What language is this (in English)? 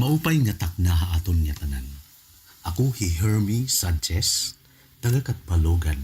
Waray